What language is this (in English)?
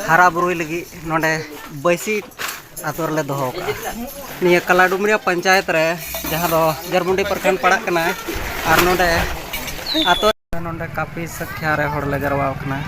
Santali